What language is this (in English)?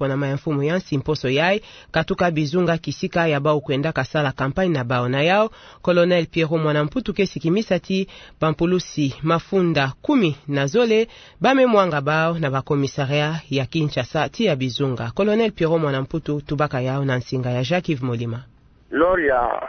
Kituba (Democratic Republic of Congo)